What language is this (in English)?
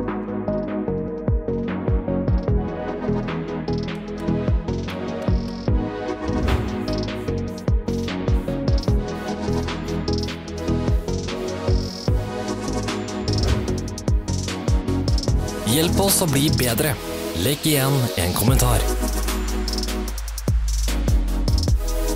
Norwegian